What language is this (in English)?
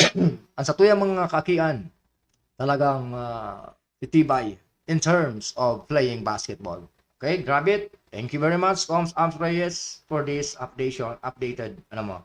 Bikol